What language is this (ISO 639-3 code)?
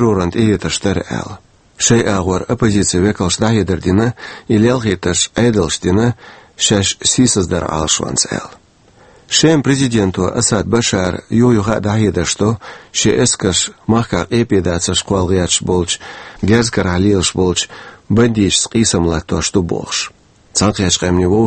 che